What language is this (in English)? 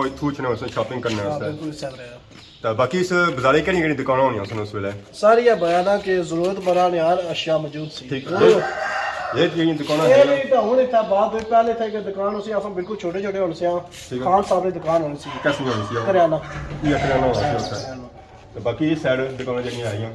Pahari-Potwari